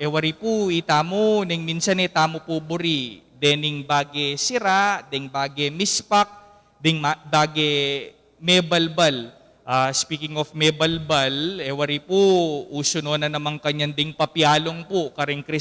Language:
Pampanga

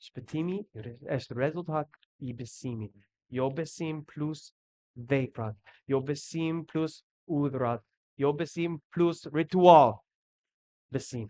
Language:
Albanian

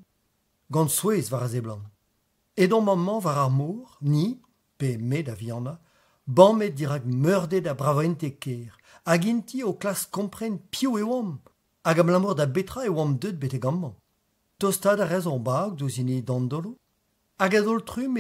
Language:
Breton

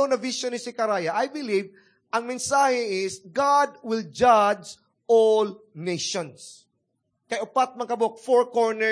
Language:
Cebuano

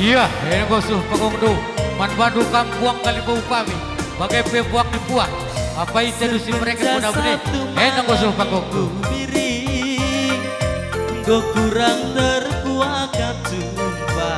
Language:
Batak Karo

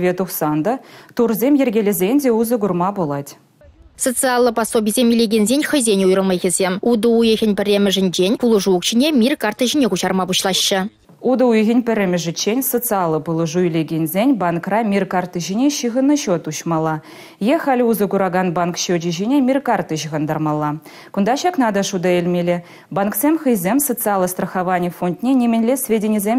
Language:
Chuvash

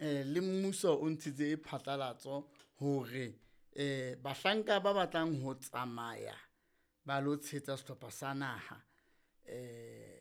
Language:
Southern Sotho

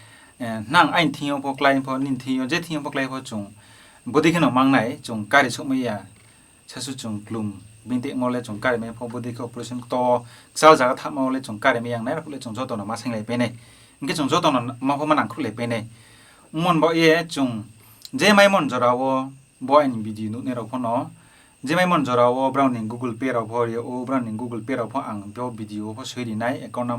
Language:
Riang (India)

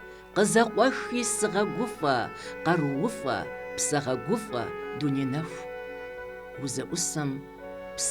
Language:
Kabardian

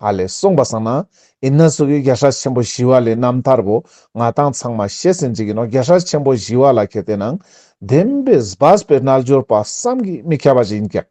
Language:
Ladakhi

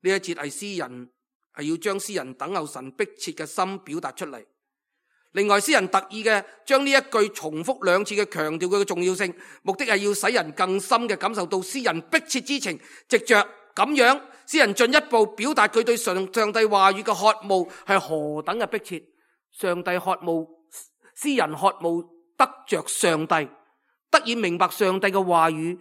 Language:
Cantonese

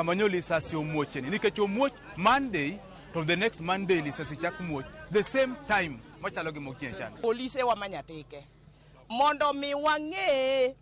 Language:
Luo (Kenya and Tanzania)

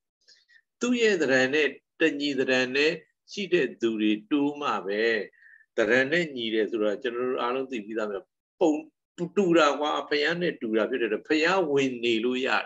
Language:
Burmese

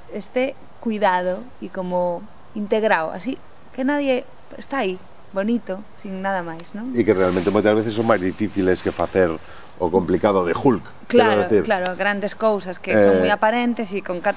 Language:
Galician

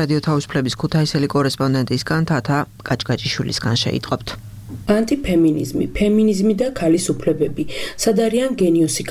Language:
Georgian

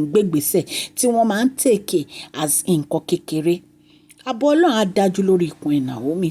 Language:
Yoruba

